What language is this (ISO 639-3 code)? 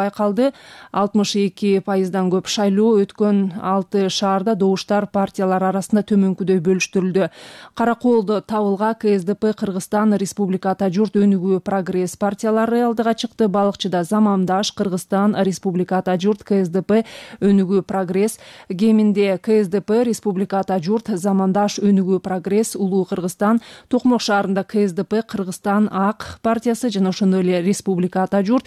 kir